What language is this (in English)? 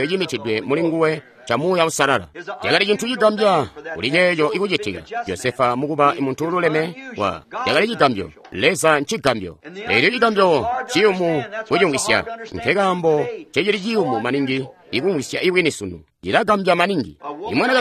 Tonga (Zambia)